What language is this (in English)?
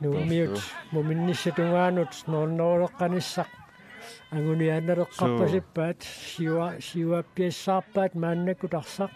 Kalaallisut